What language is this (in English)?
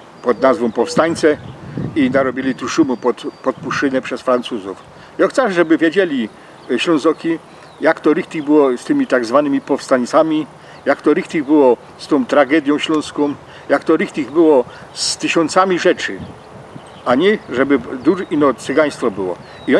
Silesian